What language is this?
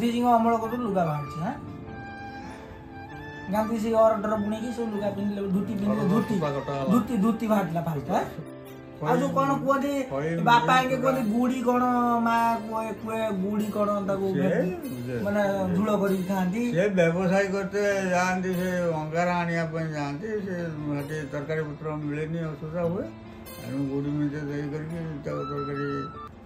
Odia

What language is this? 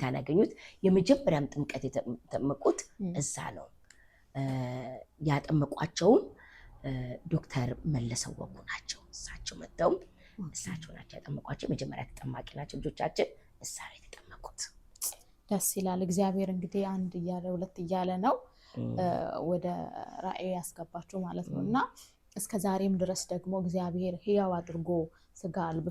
Amharic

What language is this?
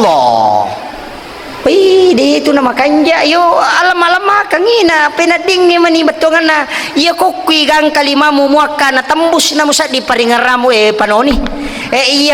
Buginese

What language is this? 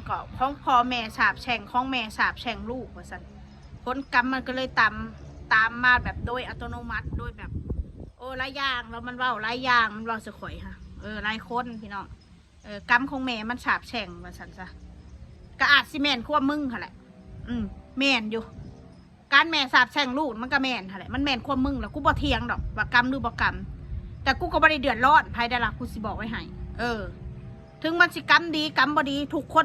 Northeastern Thai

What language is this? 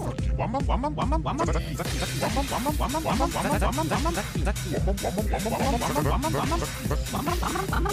Japanese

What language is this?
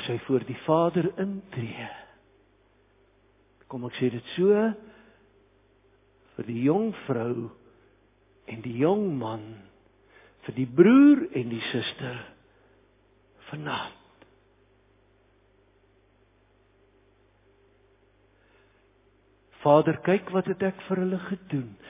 Afrikaans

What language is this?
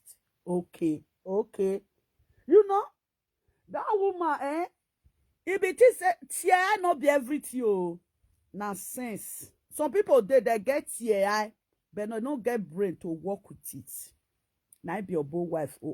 Nigerian Pidgin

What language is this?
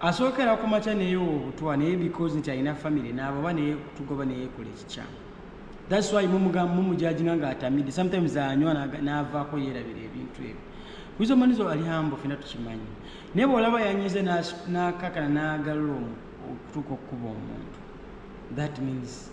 Ganda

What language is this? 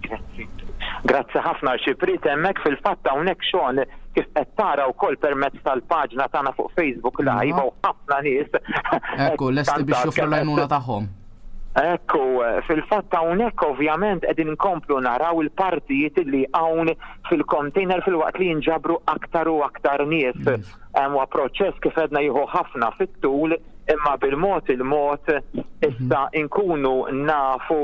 Maltese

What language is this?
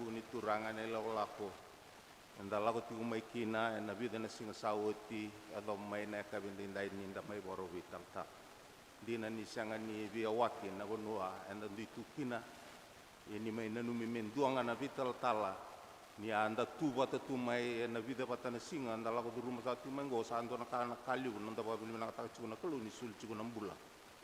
Fijian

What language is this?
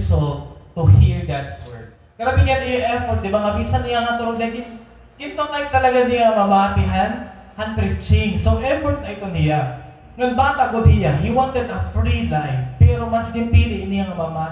Waray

